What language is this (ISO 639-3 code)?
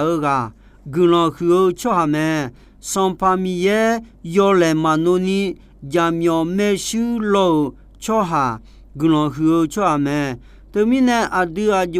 ahk